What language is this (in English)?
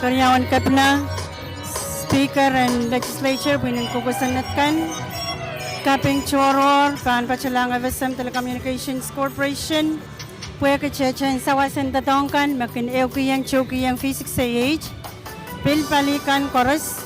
Pohnpeian